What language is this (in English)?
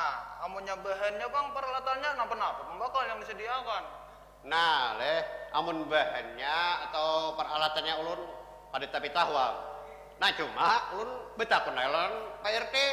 Banjar